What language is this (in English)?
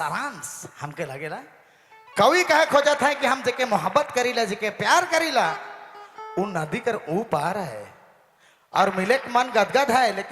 Sadri